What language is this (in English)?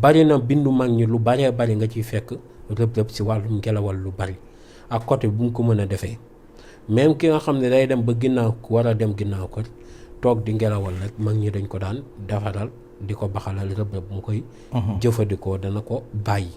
Wolof